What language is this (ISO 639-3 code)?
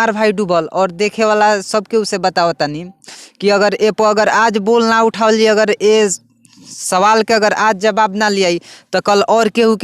bho